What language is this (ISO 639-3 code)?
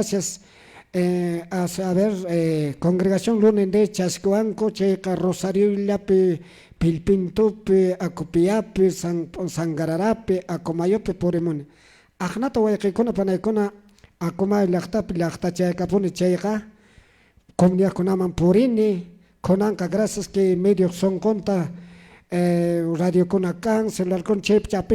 que